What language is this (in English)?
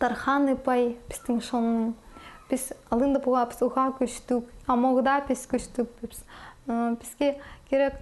Khakas